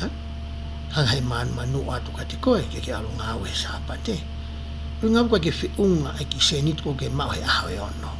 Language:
Tongan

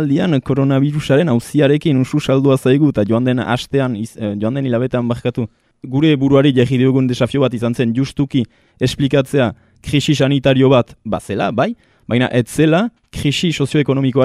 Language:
Basque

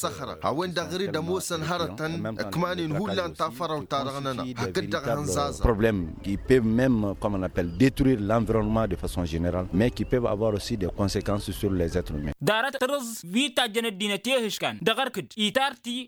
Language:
Tamasheq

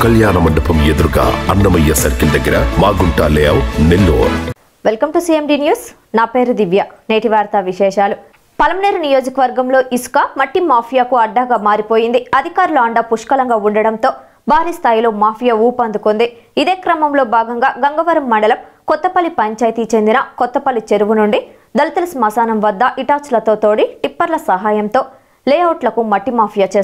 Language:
Telugu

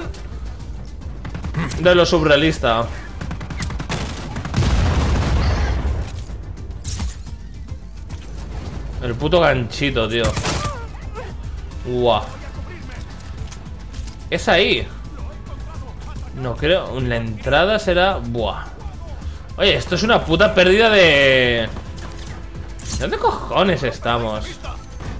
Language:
Spanish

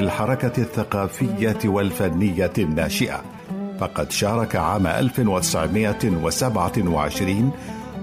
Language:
Arabic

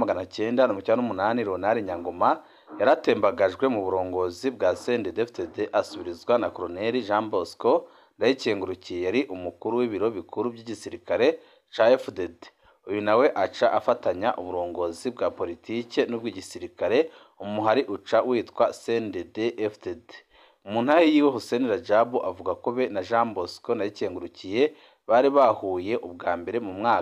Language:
Rundi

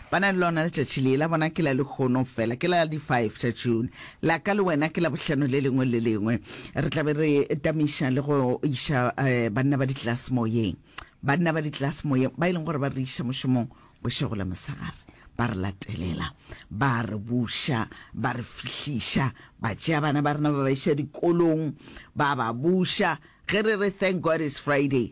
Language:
Northern Sotho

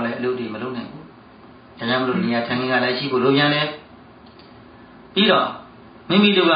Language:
Burmese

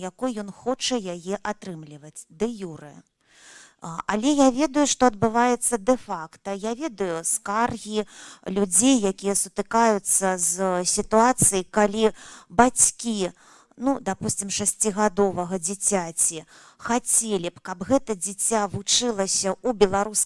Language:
Belarusian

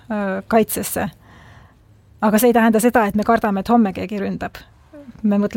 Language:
Estonian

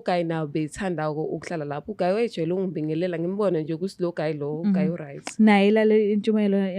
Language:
Zulu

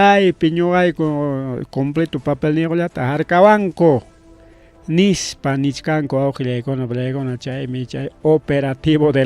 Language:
Ayacucho Quechua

